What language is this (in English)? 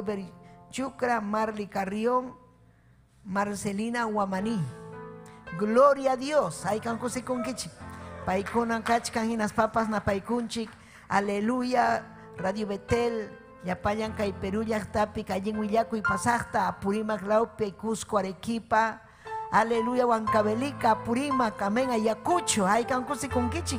Ayacucho Quechua